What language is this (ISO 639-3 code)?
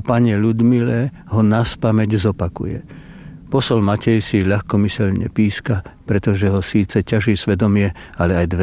slk